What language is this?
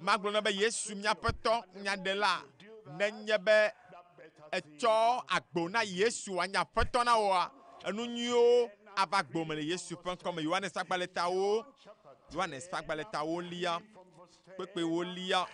Ewe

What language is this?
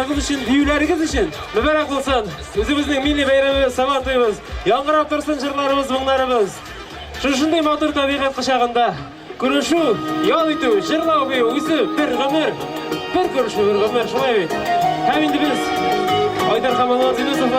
Tatar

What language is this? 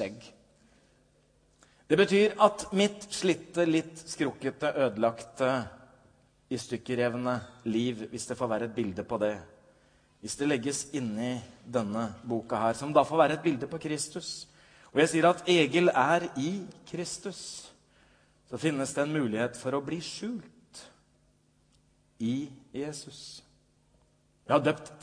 Norwegian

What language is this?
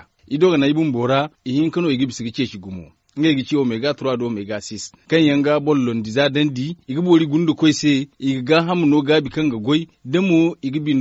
Zarma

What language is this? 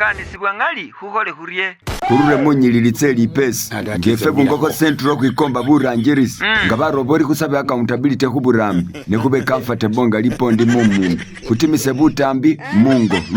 Masaaba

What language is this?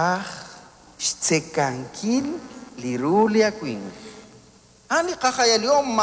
Kekchí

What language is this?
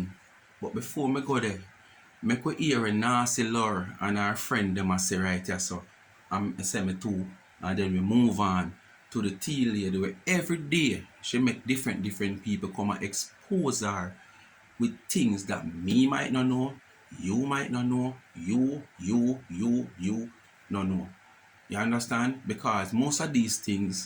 Jamaican Creole English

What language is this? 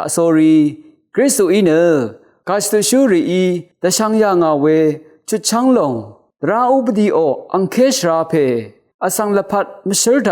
Rawang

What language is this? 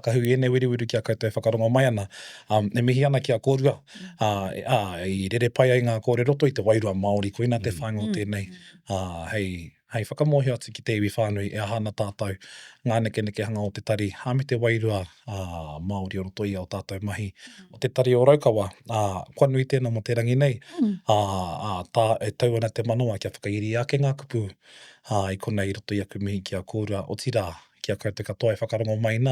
Māori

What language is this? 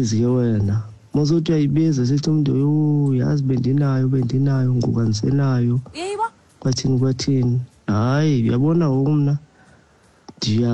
Xhosa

